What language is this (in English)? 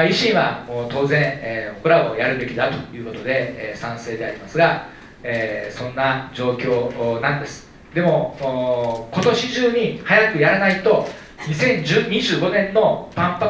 Japanese